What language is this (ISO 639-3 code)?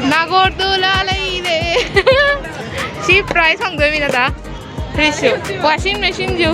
mni